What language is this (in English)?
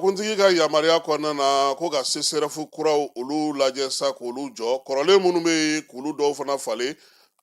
Bambara